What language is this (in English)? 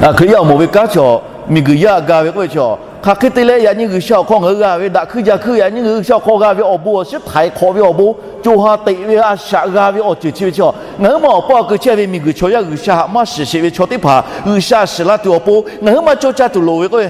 Lahu